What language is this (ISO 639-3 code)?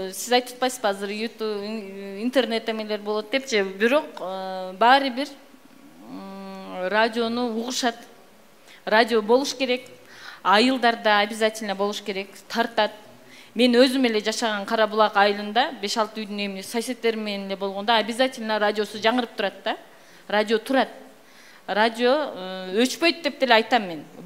kir